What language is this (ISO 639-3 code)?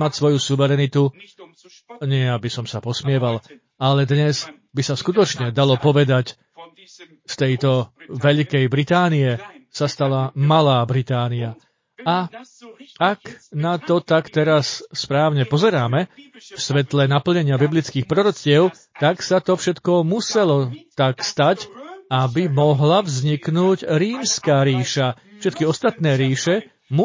slk